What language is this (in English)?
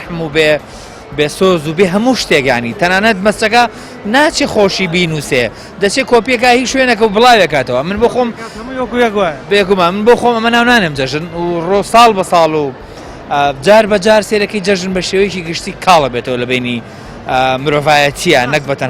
Central Kurdish